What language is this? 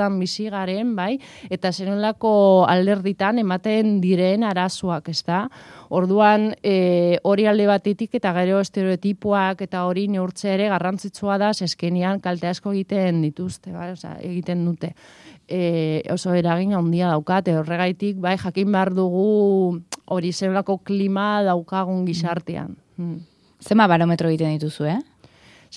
Basque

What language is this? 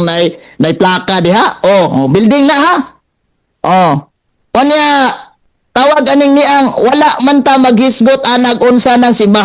Cebuano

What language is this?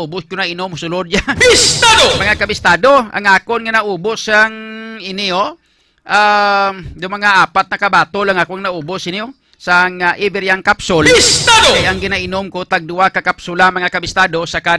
Hiligaynon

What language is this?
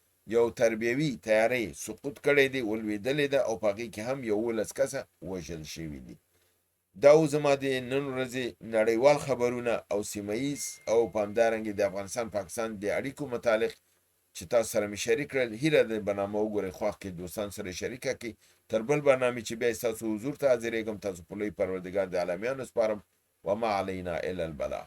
Pashto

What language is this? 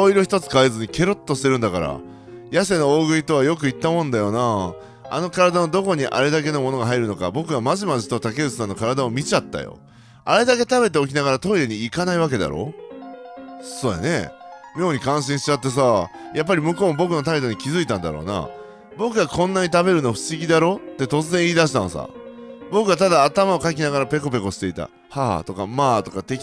Japanese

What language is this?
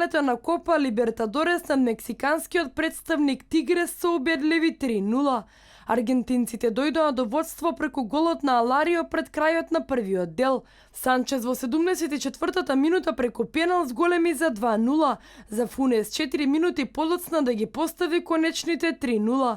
Macedonian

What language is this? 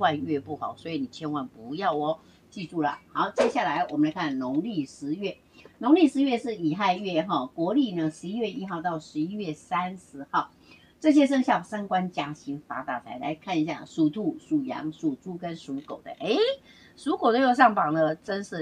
Chinese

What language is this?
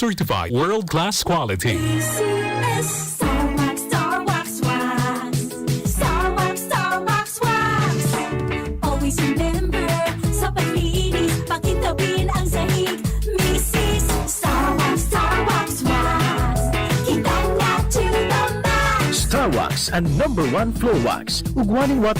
Bikol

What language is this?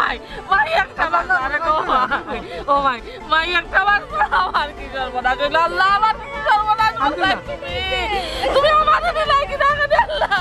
Sylheti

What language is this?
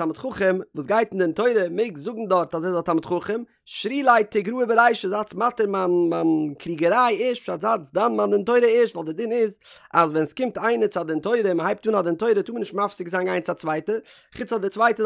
Yiddish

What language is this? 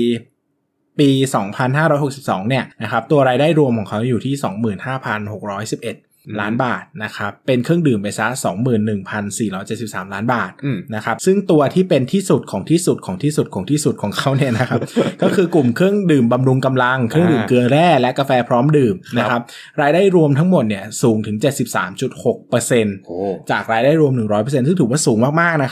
Thai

